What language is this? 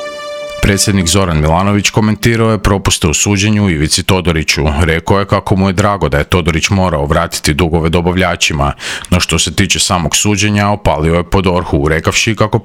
Croatian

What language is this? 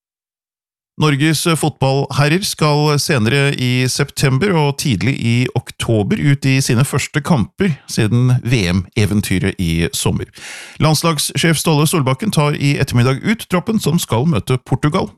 Norwegian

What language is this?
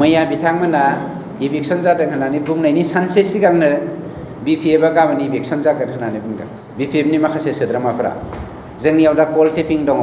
Bodo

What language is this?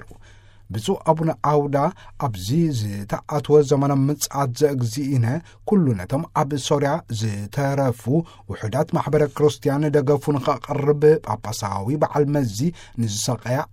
Tigrinya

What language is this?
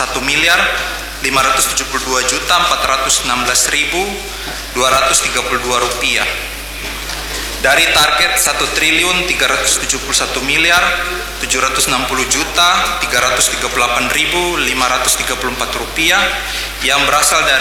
Indonesian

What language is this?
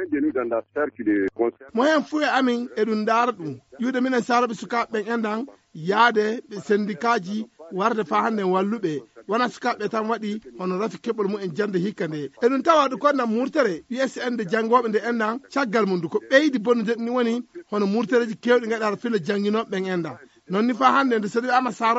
Fula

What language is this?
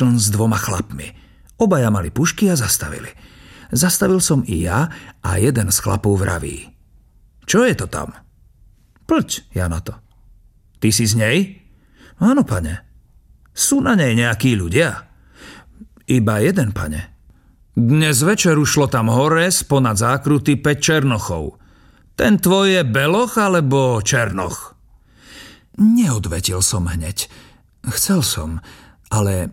Slovak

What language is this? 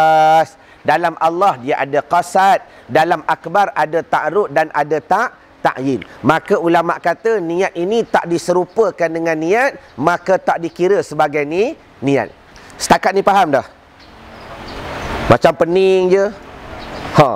Malay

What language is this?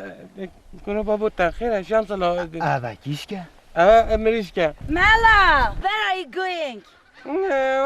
Kurdish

